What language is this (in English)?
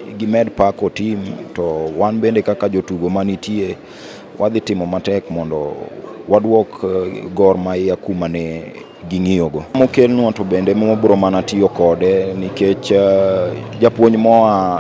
Luo (Kenya and Tanzania)